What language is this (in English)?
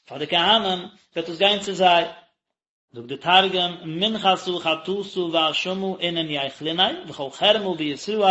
Yiddish